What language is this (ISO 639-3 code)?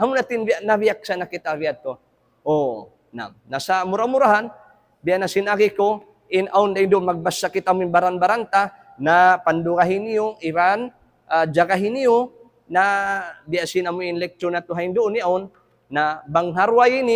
tsg